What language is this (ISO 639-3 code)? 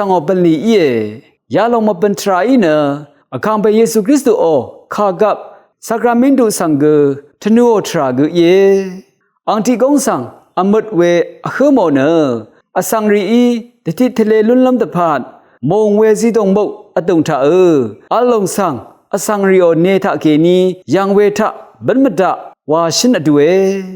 raw